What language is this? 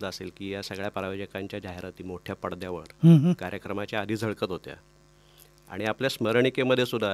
Marathi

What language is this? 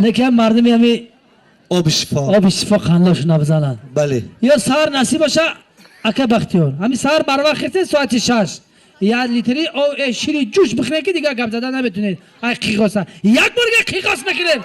Tajik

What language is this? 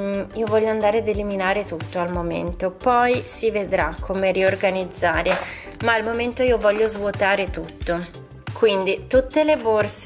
Italian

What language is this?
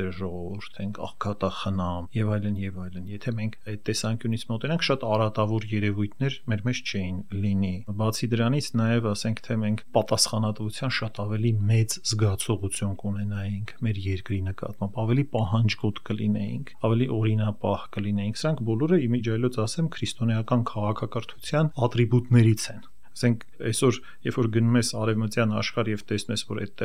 Armenian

